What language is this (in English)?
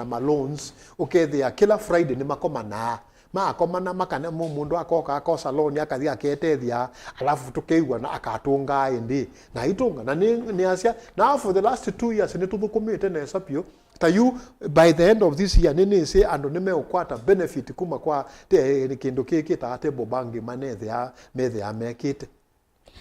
Kamba